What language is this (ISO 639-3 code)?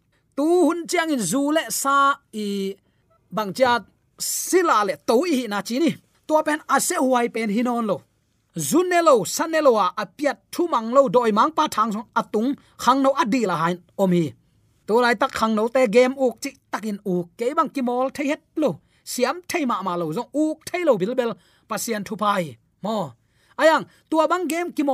ctd